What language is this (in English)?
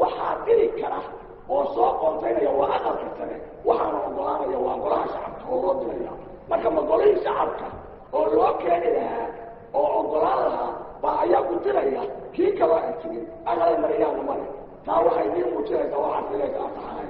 Somali